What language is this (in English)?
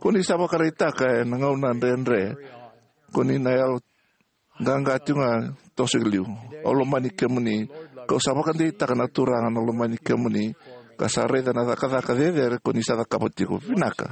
Fijian